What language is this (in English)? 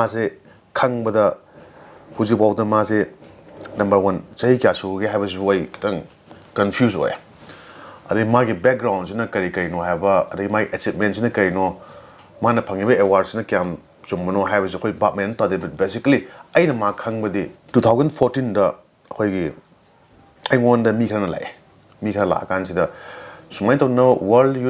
Manipuri